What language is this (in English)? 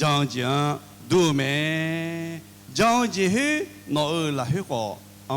Akha